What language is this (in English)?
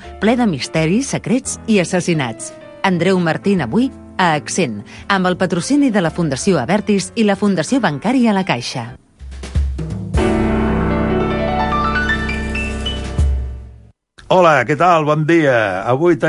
Catalan